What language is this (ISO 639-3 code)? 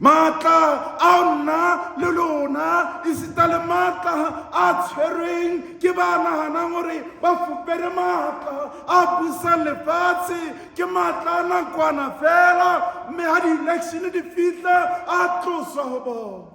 sot